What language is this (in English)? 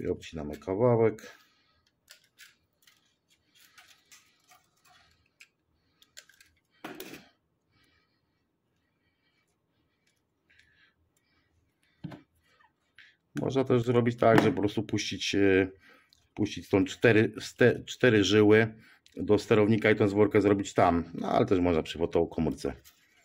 Polish